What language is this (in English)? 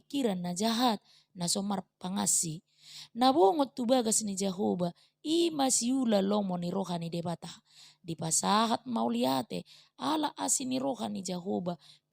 Batak Toba